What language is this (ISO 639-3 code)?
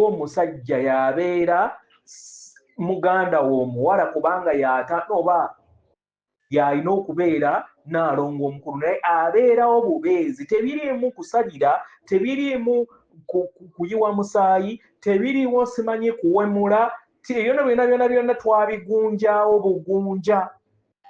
lug